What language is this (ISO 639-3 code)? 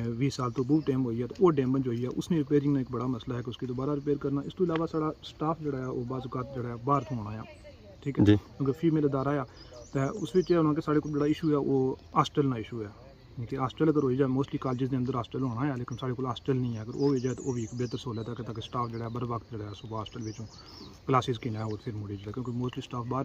phr